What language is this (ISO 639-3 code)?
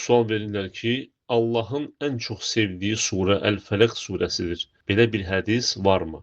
aze